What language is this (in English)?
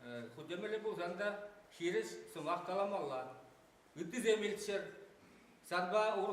Chuvash